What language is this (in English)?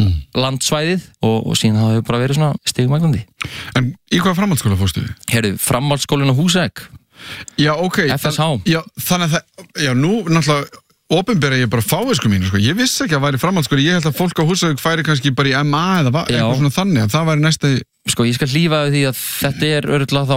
Icelandic